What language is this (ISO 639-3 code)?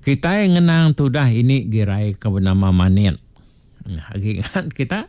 iba